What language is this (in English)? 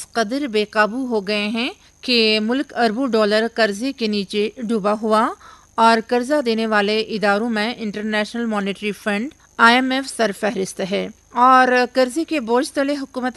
Urdu